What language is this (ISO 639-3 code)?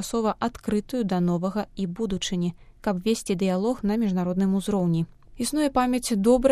bel